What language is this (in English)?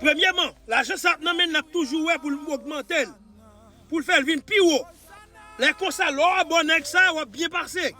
Haitian Creole